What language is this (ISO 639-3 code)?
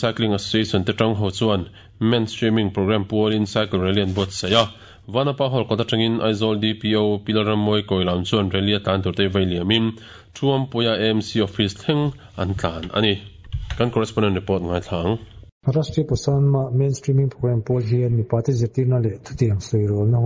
lus